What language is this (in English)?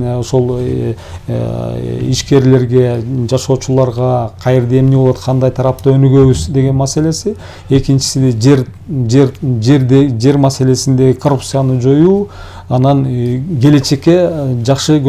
Kyrgyz